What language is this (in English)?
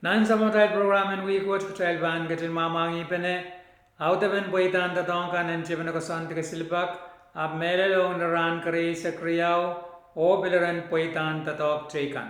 Pohnpeian